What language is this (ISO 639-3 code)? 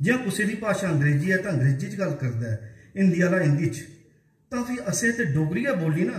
doi